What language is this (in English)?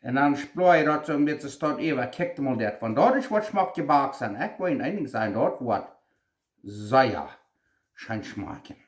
Plautdietsch